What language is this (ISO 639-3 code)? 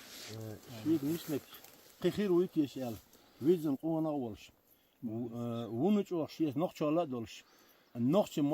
che